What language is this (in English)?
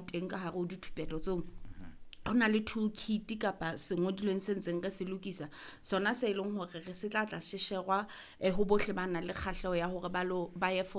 Southern Sotho